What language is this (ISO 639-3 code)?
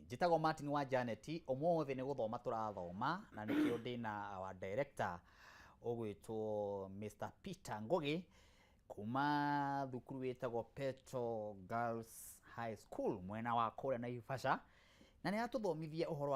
kik